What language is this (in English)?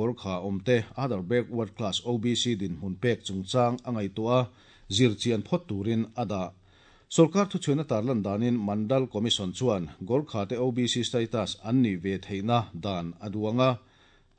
Mizo